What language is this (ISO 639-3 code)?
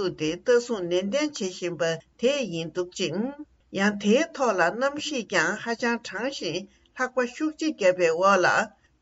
bod